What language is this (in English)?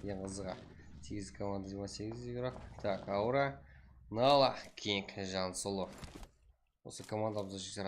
Kara-Kalpak